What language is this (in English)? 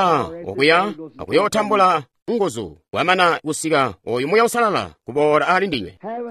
Tonga (Zambia)